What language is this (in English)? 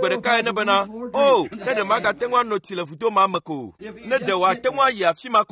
Ewe